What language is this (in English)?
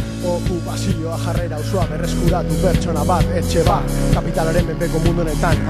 Basque